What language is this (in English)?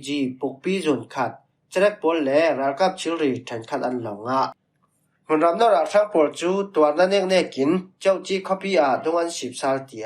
Falam Chin